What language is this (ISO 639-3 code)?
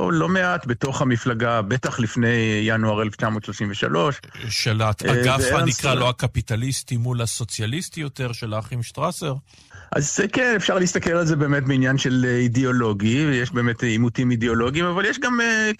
heb